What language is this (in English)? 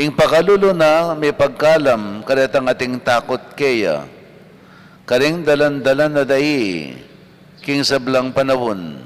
Pampanga